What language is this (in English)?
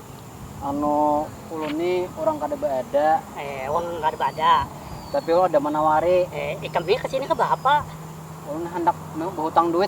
Banjar